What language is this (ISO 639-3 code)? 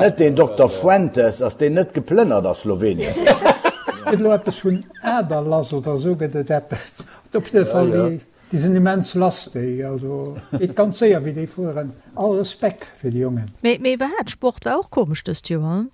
ltz